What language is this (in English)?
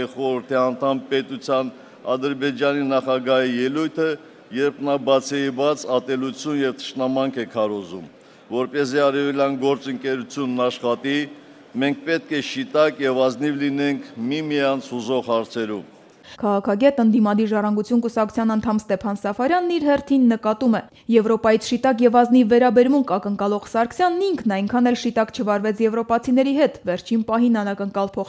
Armenian